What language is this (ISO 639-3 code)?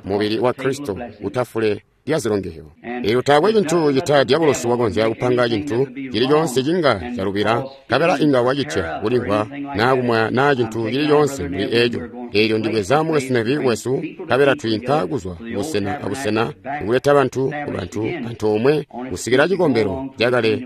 toi